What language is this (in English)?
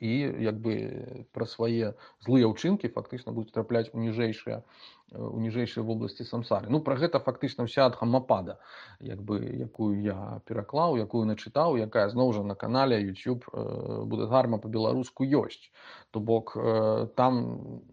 Belarusian